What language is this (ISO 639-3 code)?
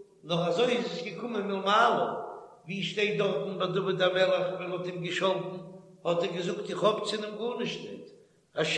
yid